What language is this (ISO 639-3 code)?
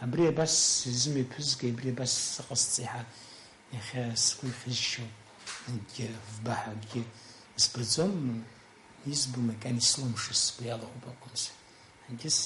abk